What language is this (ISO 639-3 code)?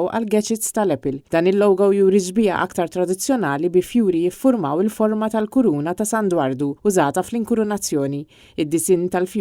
mlt